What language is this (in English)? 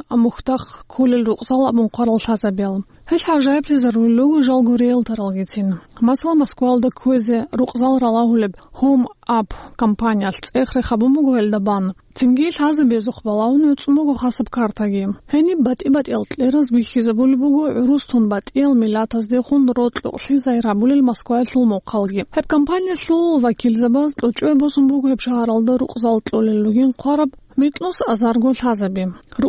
Avaric